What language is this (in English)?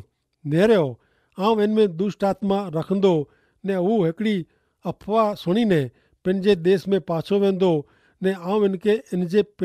Kachhi